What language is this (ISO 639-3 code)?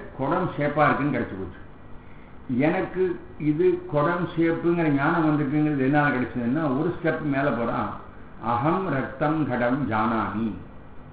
tam